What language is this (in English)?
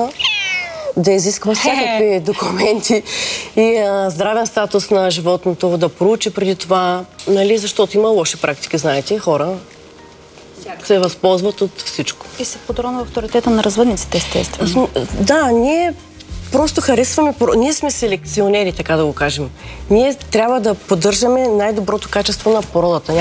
Bulgarian